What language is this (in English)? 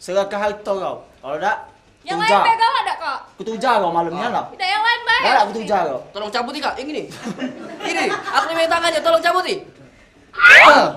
Musi